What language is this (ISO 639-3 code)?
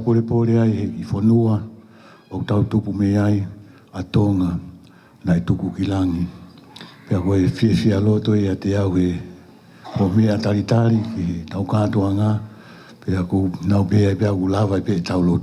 ton